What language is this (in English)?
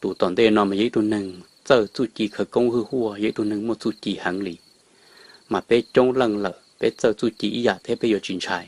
Hmong